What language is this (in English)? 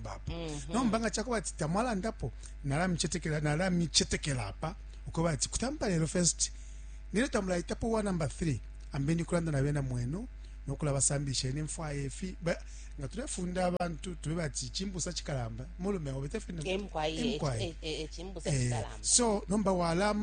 Bemba